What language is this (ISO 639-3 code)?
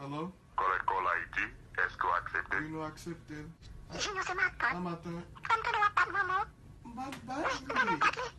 hat